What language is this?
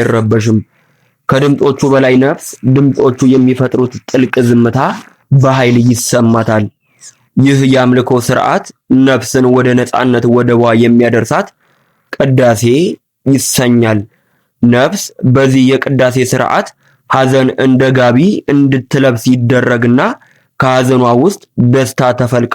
Amharic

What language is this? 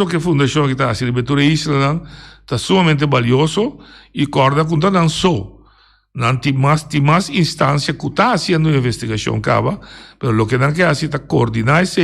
Papiamento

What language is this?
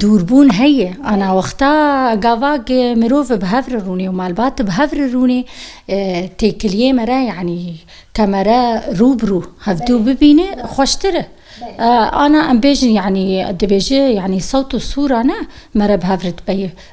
Kurdish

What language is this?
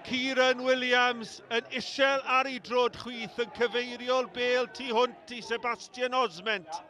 Welsh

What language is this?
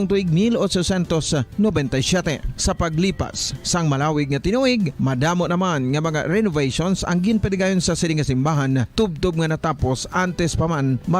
Hiligaynon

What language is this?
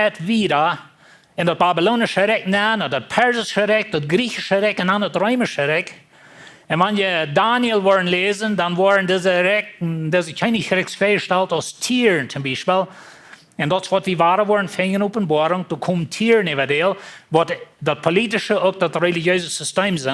Plautdietsch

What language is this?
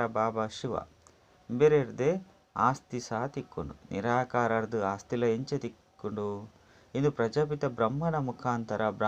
Tulu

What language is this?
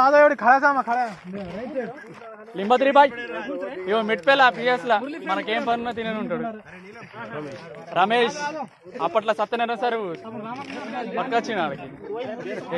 Telugu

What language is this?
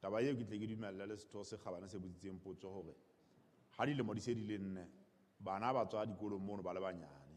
Southern Sotho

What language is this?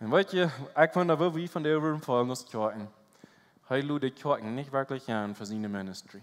Plautdietsch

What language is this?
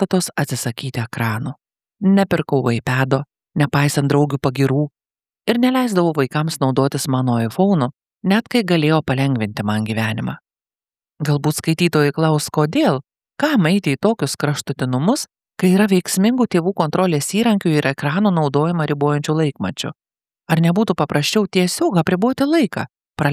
Lithuanian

